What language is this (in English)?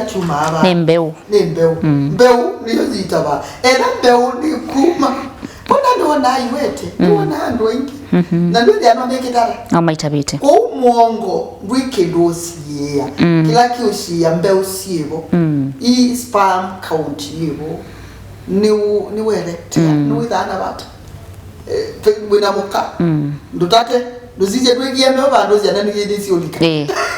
Kamba